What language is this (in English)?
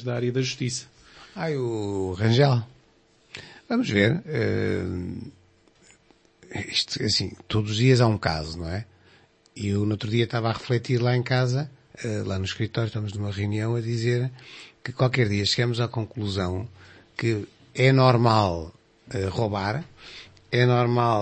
Portuguese